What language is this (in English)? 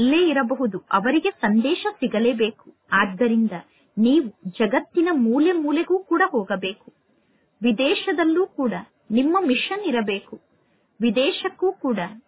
Kannada